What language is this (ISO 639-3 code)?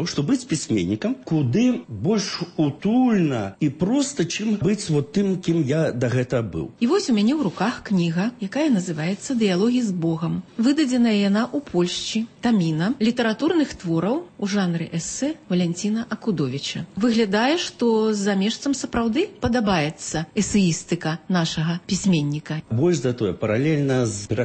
bel